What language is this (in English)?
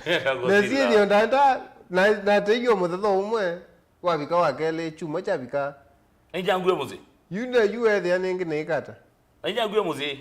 Kamba